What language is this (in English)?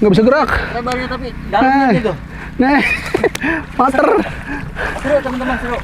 Betawi